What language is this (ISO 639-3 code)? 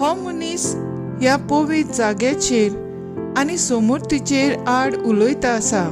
kok